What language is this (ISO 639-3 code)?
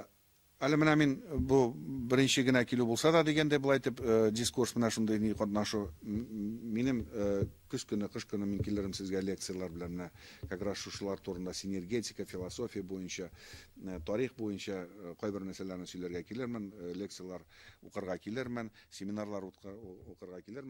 tat